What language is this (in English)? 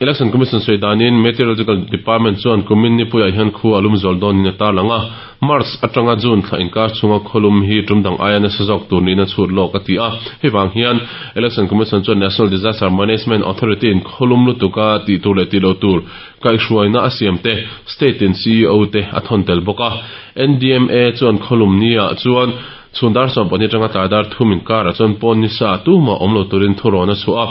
Mizo